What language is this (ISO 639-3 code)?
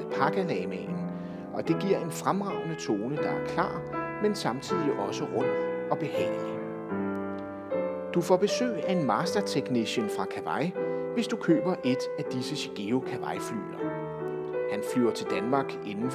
dan